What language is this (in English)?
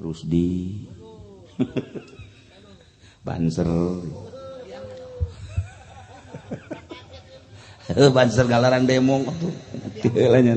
Sundanese